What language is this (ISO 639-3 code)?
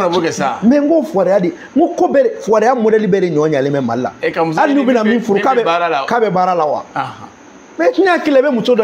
bam